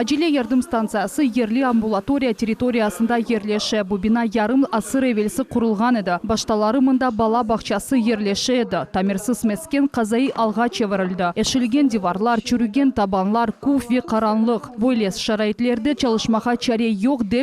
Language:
Crimean Tatar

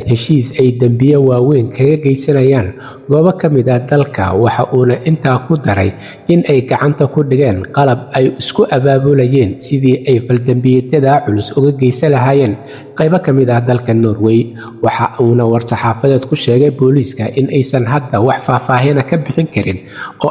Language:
Somali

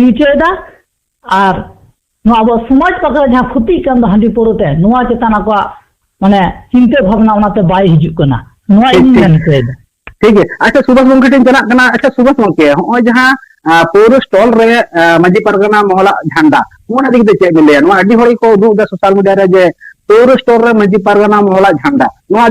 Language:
Santali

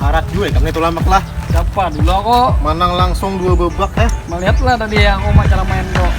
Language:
Banjar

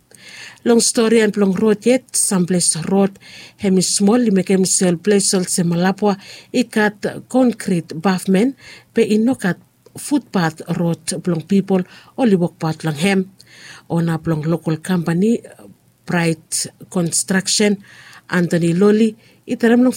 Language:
Bislama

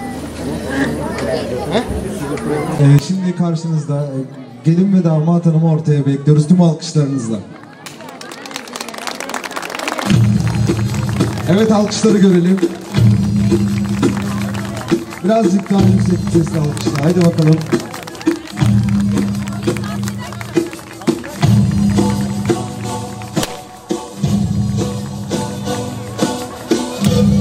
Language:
Turkish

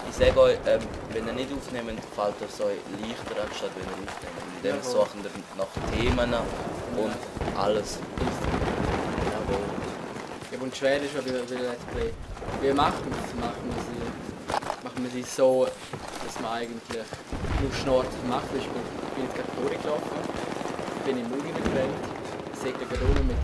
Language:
Swiss German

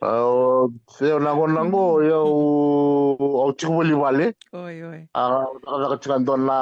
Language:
Fijian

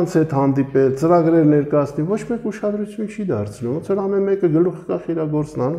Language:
Armenian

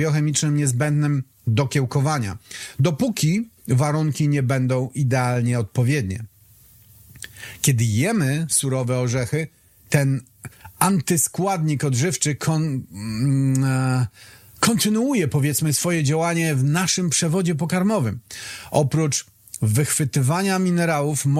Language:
Polish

